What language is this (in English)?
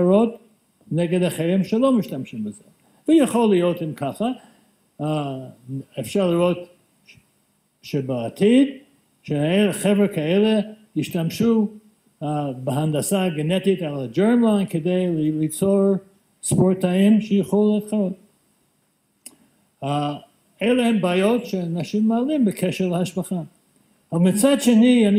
Hebrew